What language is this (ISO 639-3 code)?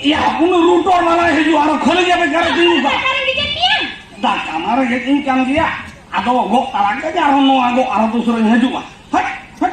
sat